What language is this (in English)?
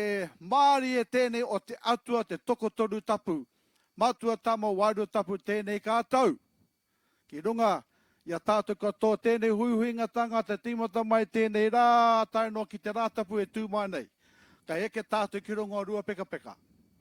Māori